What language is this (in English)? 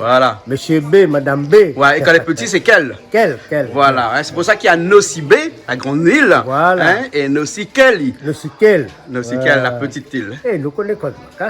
Réunion Creole French